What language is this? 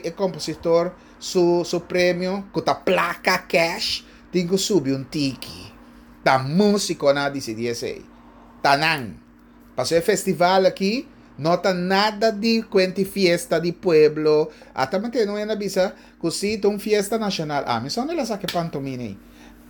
Papiamento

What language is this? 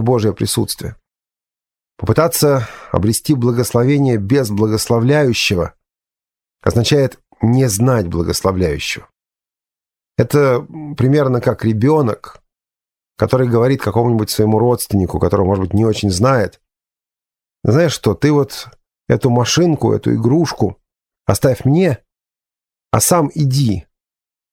Russian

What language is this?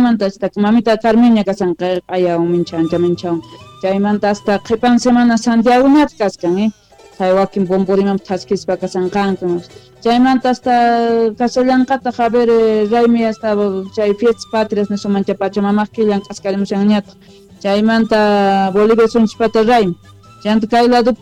Quechua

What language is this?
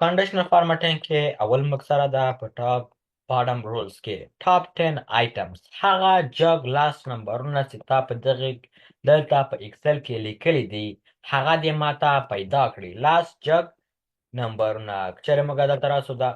Pashto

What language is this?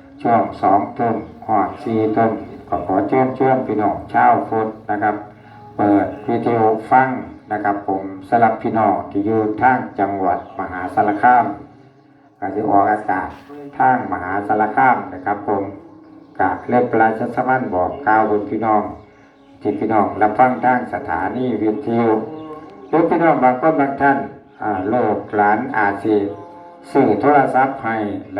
Northeastern Thai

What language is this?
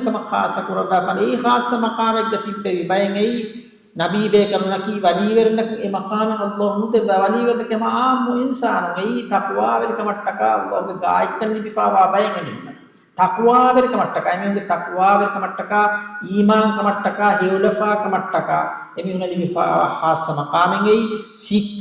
Divehi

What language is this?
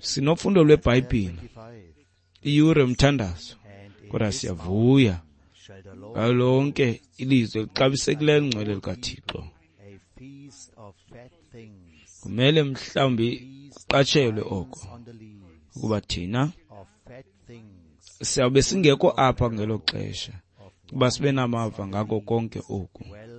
Xhosa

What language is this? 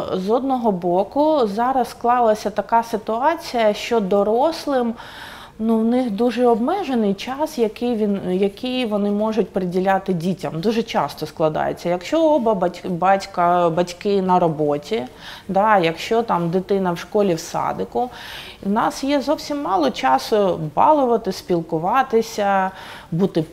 Ukrainian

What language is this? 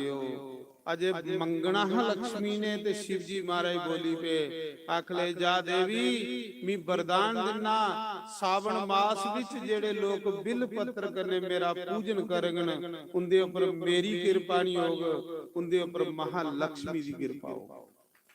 Dogri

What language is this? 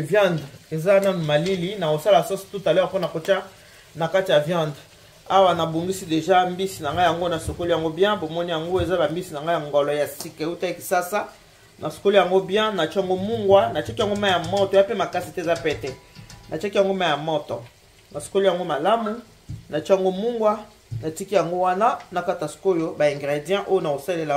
Lingala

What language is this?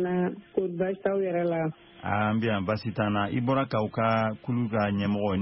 Bambara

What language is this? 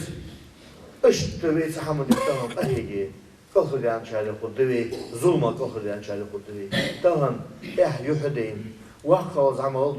Ingush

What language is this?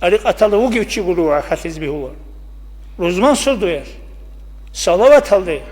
Avaric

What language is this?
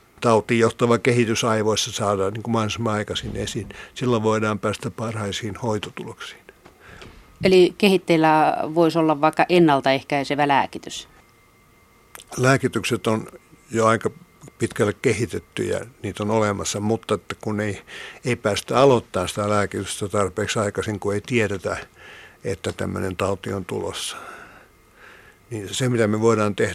Finnish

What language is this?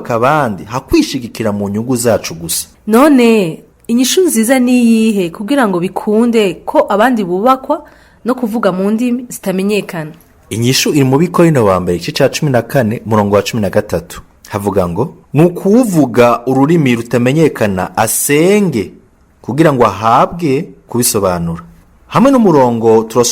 Rundi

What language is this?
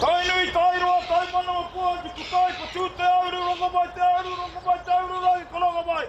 Māori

